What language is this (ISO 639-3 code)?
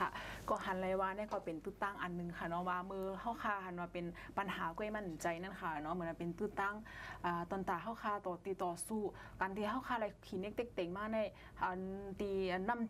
shn